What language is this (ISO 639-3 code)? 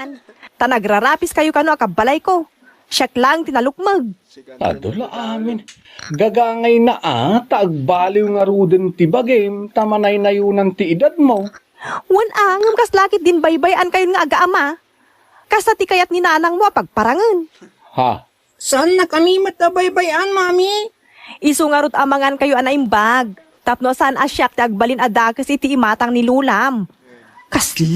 ilo